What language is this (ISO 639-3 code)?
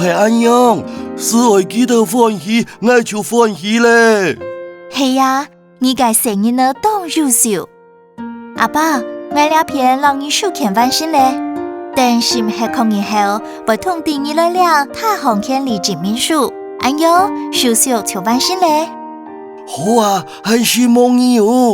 hak